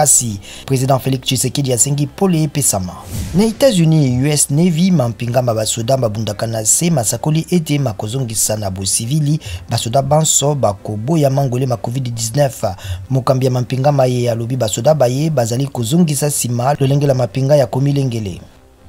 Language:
Lingala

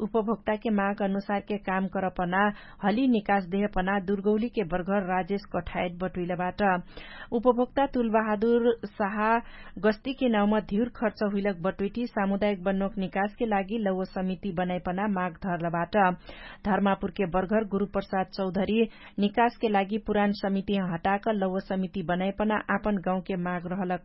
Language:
Dangaura Tharu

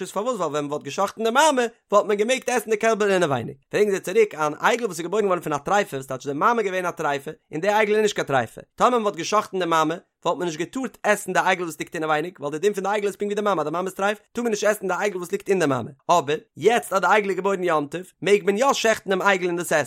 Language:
Yiddish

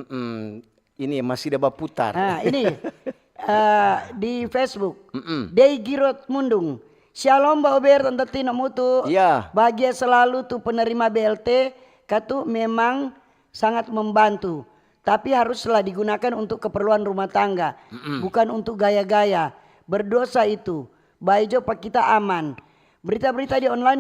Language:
Manado Malay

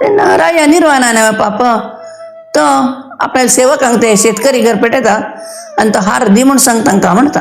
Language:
Konkani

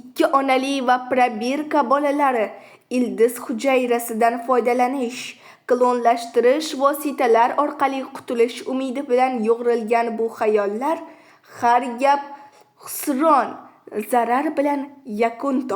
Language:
Uzbek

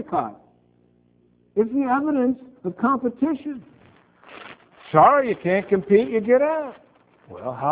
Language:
English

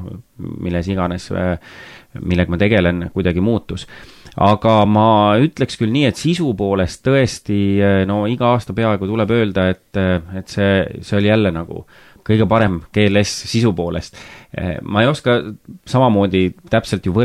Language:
Estonian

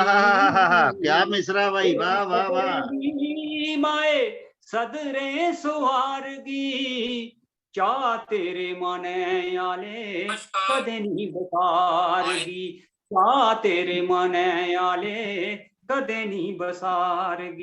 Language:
Dogri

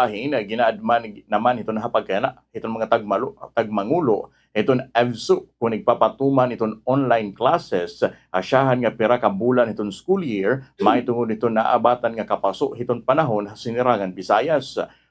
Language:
Waray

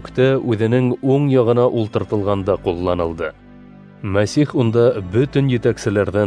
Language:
Bashkir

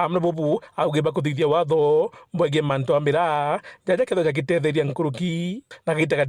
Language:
Meru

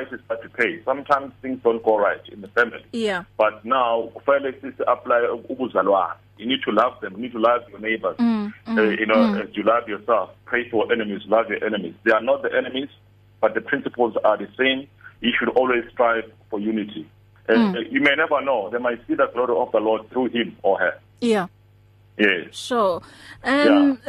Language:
English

